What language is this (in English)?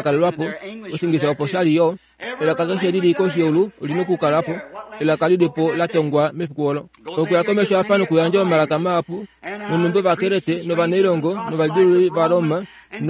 Kuanyama